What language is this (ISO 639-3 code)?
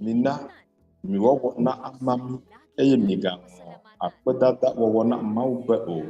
ewe